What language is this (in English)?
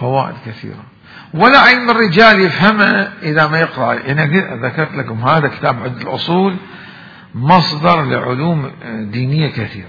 Mesopotamian Arabic